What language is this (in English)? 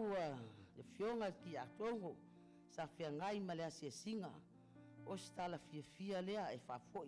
Samoan